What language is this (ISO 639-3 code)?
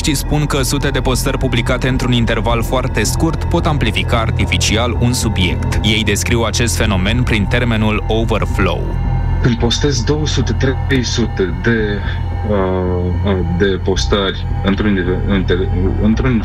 ron